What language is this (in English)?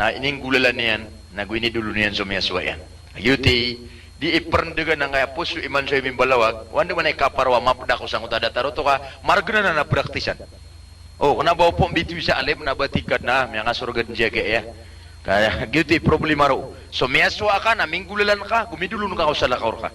Maranao